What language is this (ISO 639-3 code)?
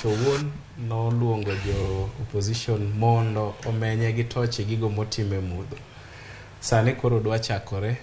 luo